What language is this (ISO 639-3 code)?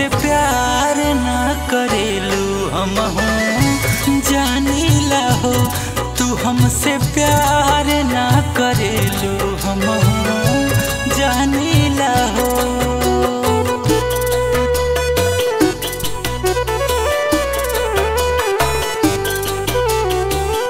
bho